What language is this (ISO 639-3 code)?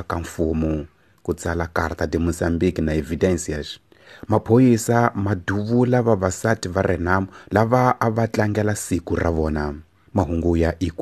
tso